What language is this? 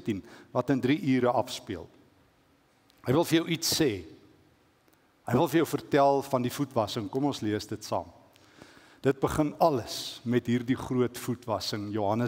Afrikaans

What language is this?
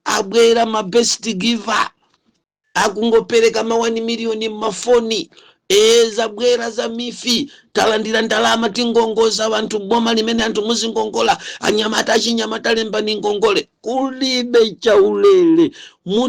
Nyanja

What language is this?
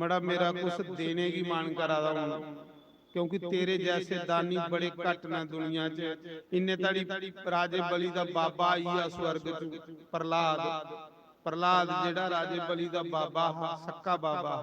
Dogri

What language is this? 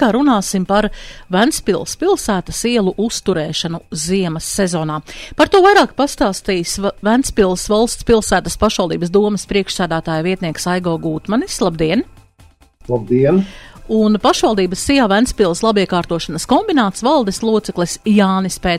Latvian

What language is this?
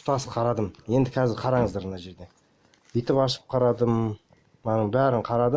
Kazakh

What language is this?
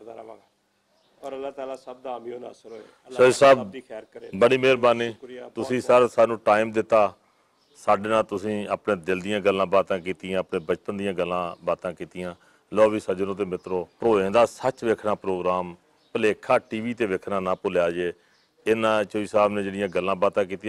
Western Panjabi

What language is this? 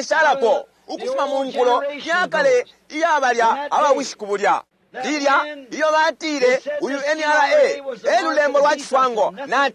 Bemba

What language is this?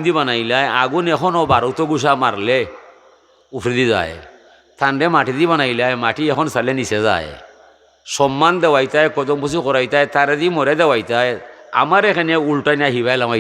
Sylheti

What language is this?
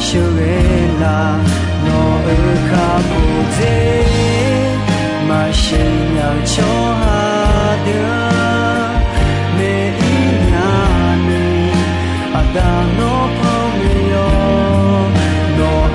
Akha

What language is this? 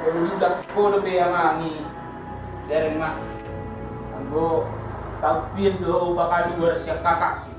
Batak Toba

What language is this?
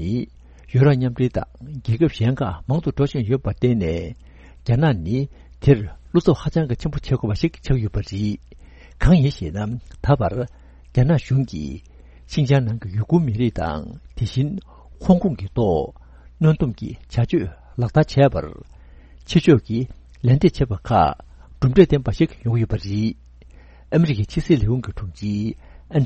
Tibetan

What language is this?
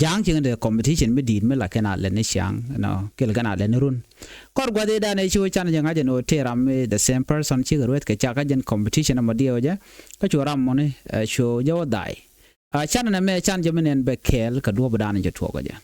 Nuer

